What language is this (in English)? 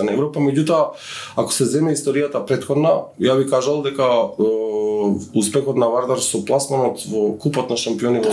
Macedonian